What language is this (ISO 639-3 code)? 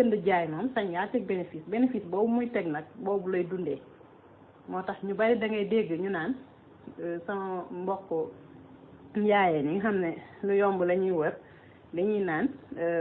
wol